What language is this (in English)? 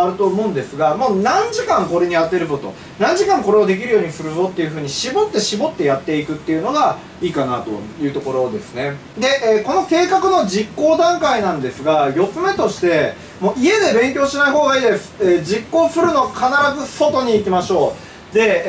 Japanese